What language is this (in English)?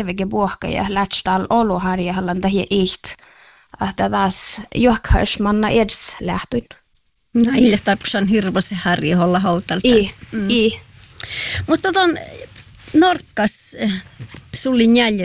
Finnish